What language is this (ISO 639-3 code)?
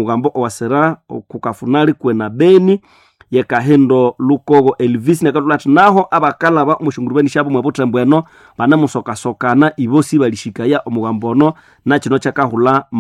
nnb